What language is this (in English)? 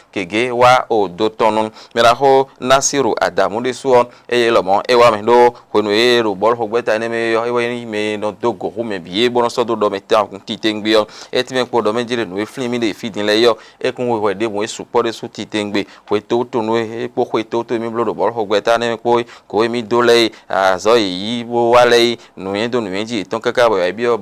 Fon